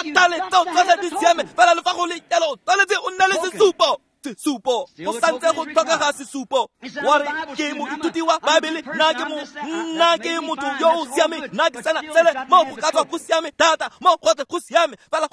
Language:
Tswana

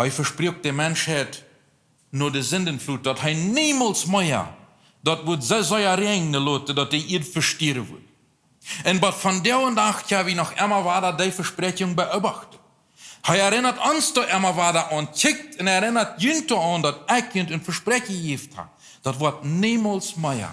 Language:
Plautdietsch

